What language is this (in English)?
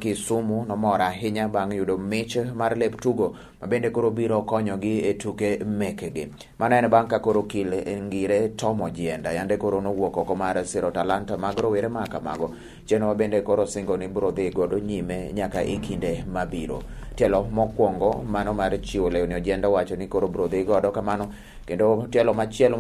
Luo (Kenya and Tanzania)